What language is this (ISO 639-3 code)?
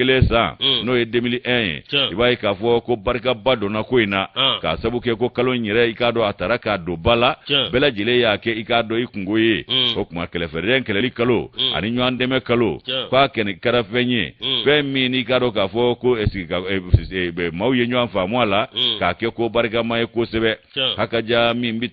bam